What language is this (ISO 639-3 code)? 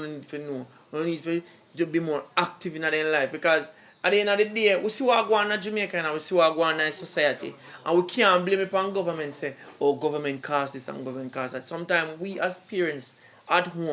jam